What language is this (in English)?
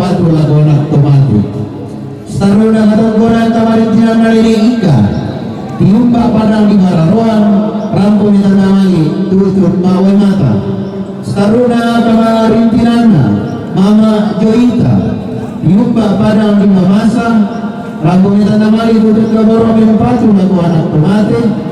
Toraja-Sa'dan